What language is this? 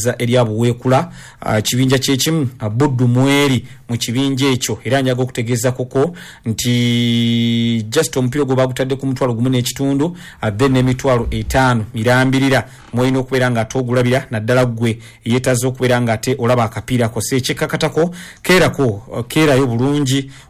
Ganda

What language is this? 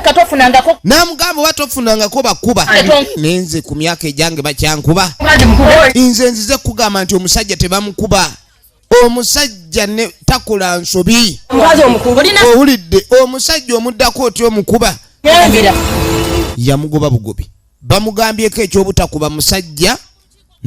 Ganda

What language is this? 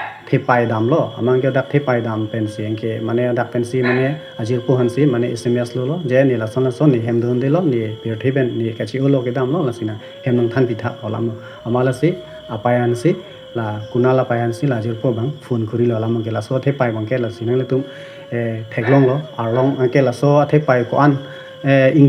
Karbi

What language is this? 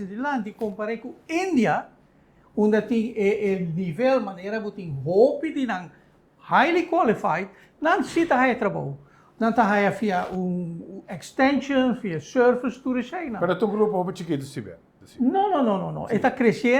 Papiamento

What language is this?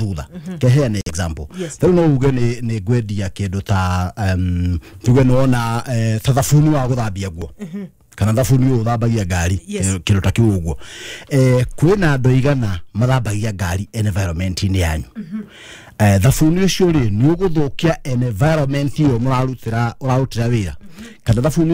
Kikuyu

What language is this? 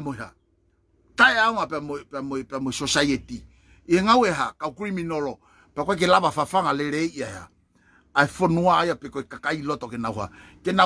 Tongan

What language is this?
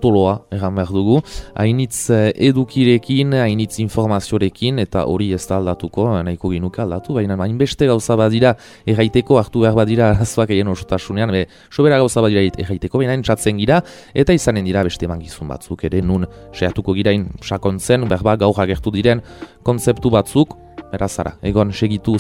Basque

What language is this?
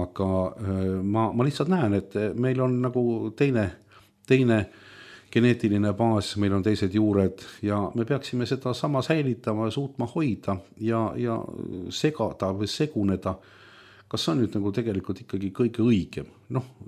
Estonian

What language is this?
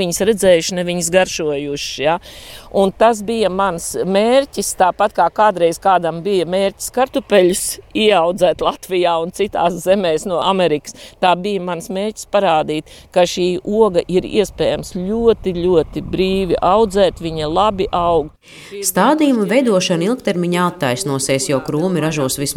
Latvian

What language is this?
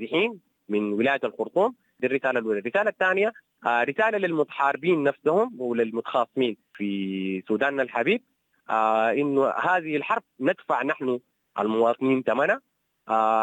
Sudanese Arabic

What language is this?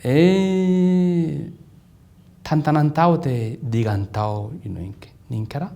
Sidamo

